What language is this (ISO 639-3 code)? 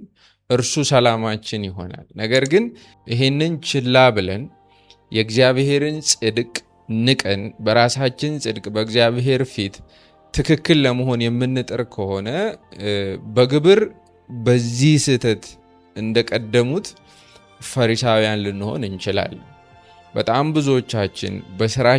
amh